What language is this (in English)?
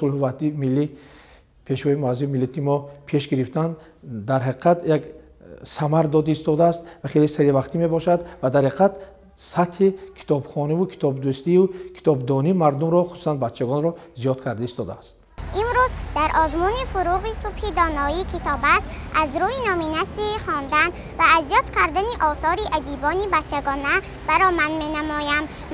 Tajik